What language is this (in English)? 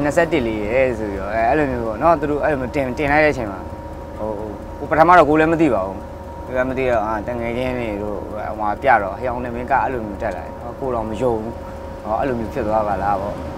Burmese